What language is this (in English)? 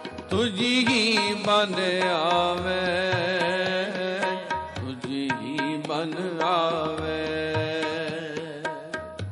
Punjabi